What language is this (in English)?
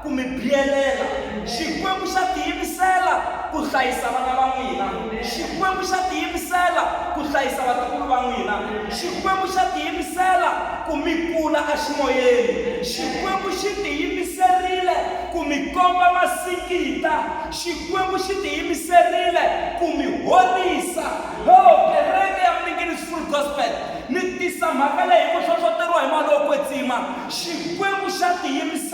Tsonga